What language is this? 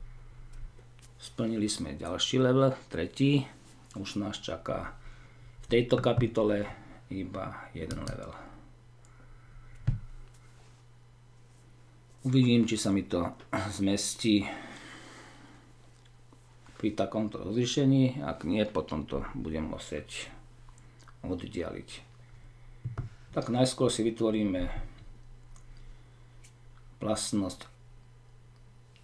Slovak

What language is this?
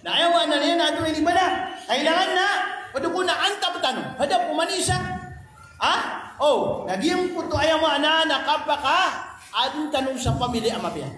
Maranao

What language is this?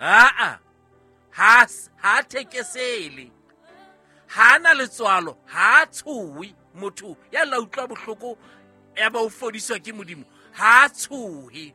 Southern Sotho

